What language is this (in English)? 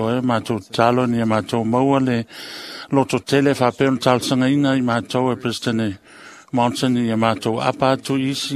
Samoan